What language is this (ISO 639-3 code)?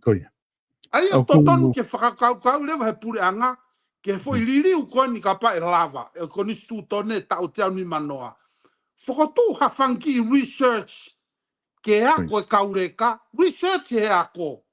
ton